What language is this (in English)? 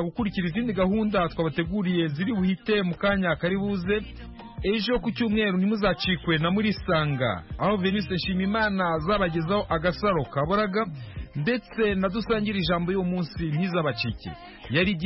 Kinyarwanda